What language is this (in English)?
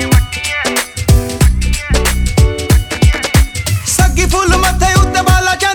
Punjabi